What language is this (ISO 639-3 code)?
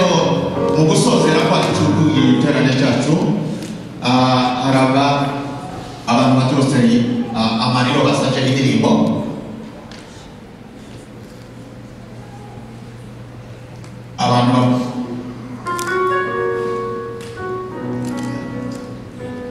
kin